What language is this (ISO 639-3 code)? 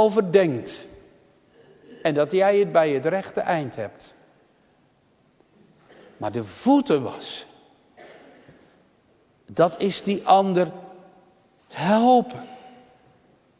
nld